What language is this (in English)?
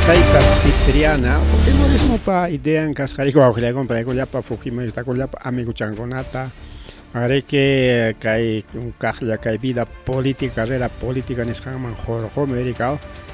Ayacucho Quechua